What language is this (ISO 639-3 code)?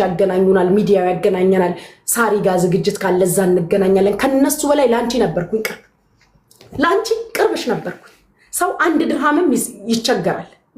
amh